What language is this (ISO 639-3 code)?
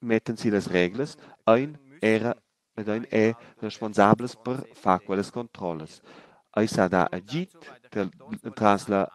roh